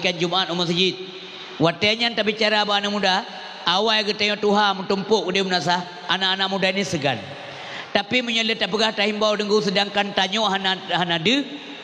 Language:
Achinese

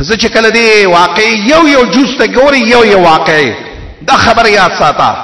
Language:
Pashto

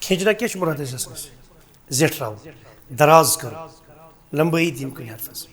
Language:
Kashmiri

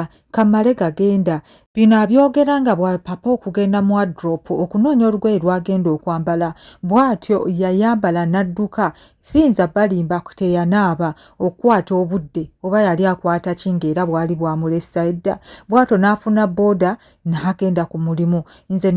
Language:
Ganda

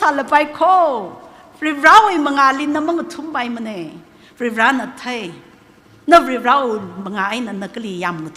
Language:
Tangkhul Naga (India)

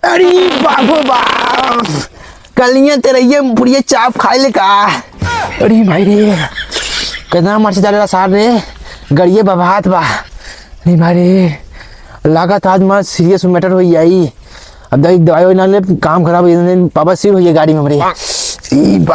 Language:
Awadhi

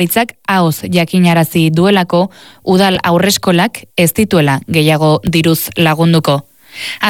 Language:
Basque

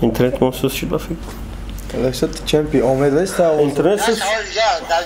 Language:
Tajik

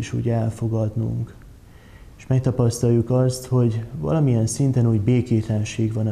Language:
Hungarian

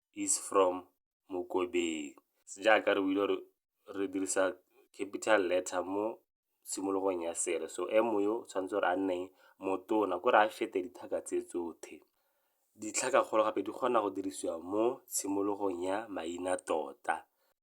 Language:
Tswana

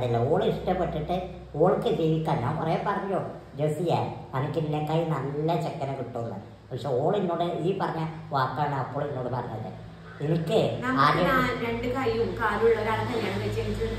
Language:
Malayalam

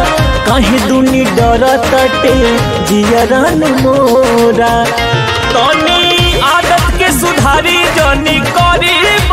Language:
Bhojpuri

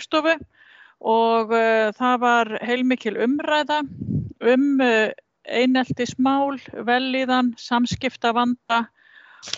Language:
Icelandic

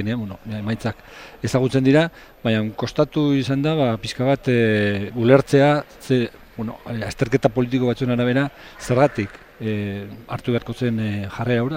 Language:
Basque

